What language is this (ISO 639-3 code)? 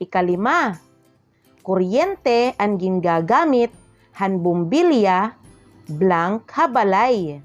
war